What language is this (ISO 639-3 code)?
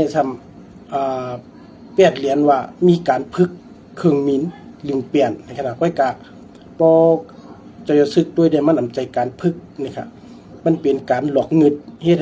shn